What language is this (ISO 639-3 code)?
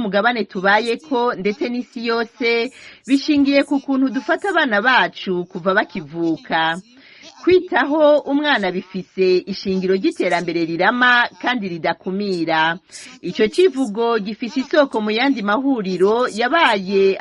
run